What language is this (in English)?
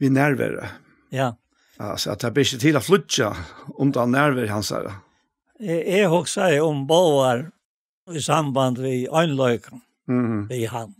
Faroese